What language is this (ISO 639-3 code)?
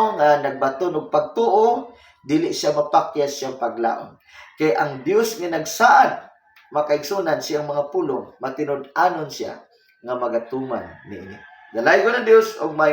ceb